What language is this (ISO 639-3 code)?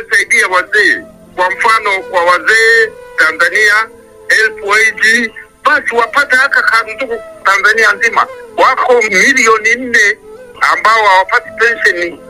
swa